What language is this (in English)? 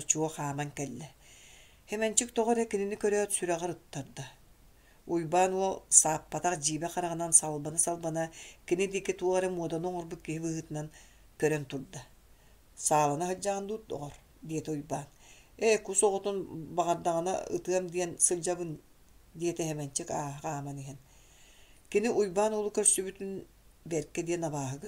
Yakut